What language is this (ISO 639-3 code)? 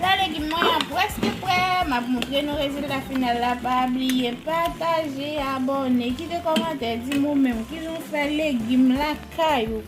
hat